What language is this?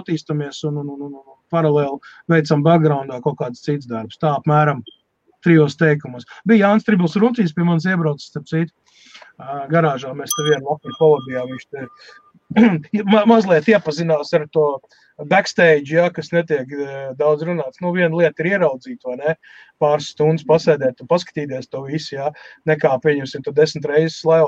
Latvian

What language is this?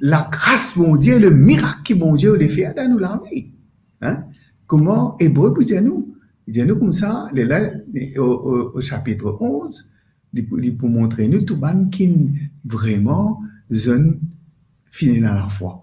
Morisyen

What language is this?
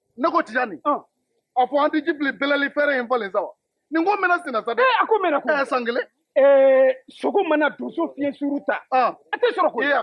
Bambara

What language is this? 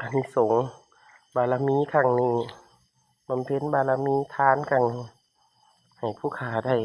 Northeastern Thai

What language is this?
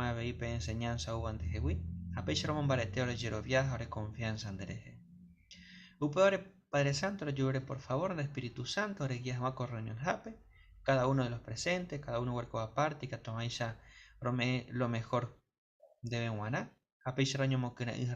Guarani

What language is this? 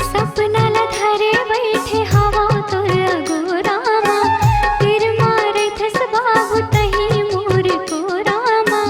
Chhattisgarhi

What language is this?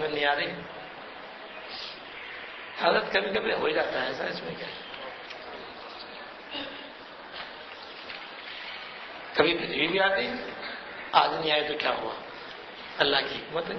Urdu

